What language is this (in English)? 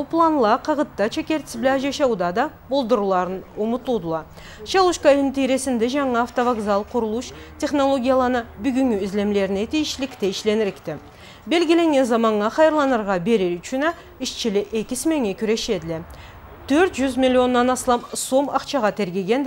Karachay-Balkar